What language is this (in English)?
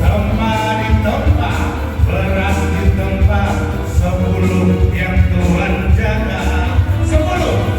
Minangkabau